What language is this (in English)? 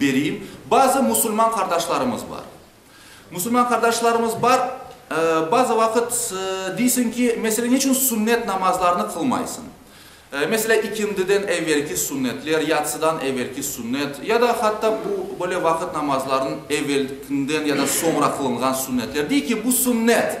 Crimean Tatar